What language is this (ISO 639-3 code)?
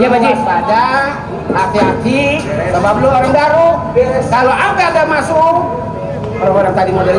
bew